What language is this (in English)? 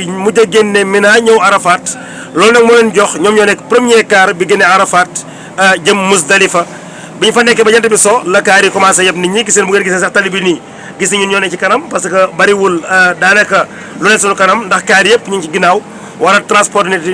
Wolof